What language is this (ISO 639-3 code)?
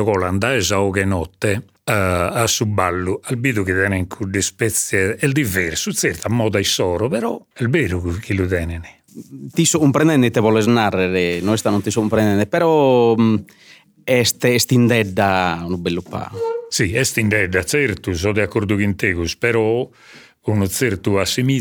srd